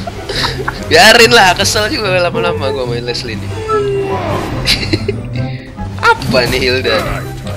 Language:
Indonesian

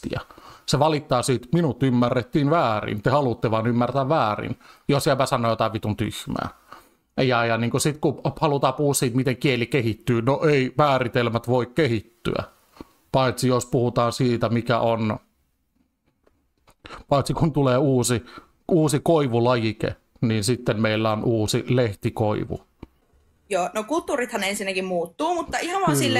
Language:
Finnish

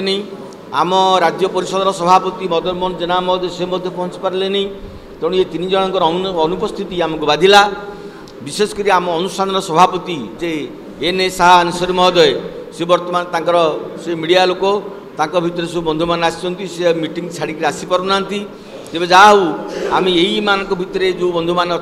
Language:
Odia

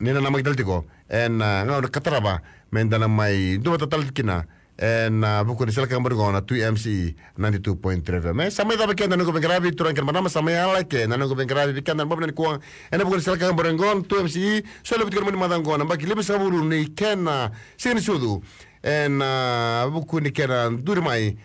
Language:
Fijian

